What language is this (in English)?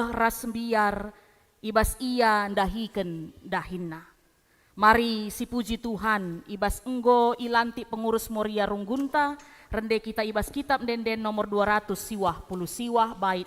Batak Karo